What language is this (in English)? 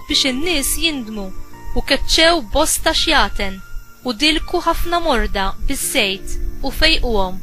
Maltese